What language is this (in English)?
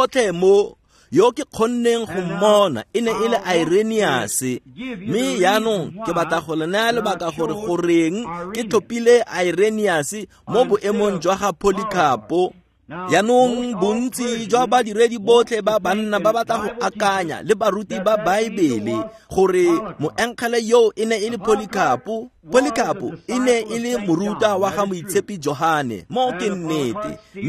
Tswana